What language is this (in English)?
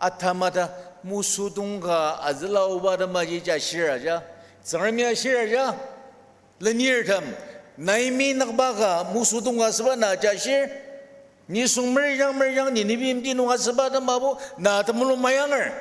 Ao Naga